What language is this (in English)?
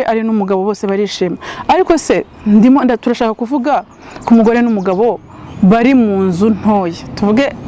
Kinyarwanda